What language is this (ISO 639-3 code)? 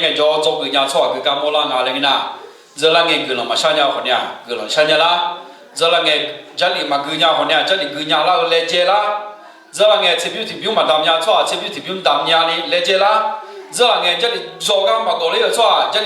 ahk